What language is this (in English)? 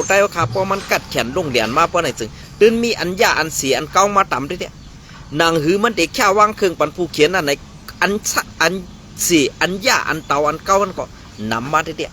Shan